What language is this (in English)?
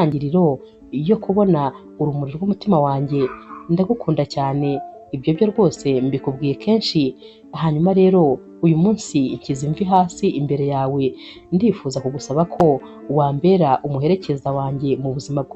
Kinyarwanda